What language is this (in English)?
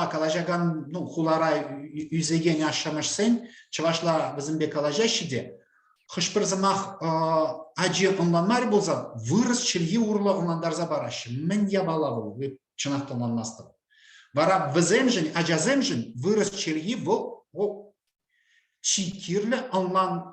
Chuvash